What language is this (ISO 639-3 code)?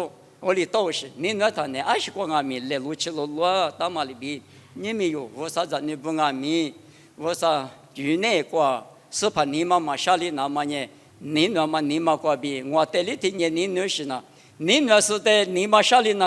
lis